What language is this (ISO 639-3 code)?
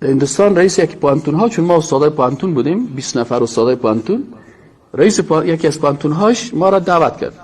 fas